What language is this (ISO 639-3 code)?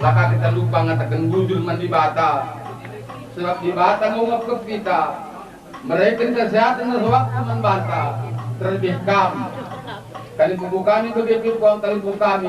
btx